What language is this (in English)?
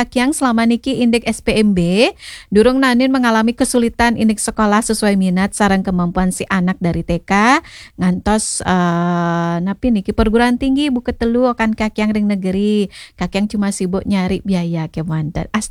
Balinese